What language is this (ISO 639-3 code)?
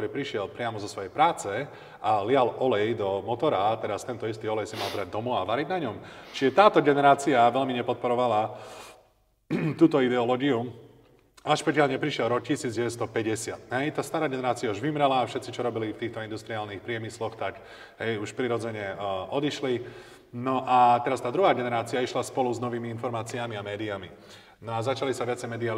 slk